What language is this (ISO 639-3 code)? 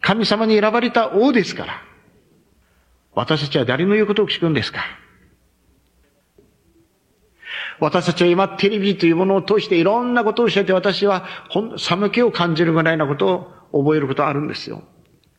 jpn